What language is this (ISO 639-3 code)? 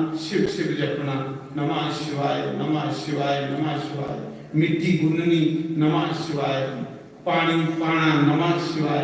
doi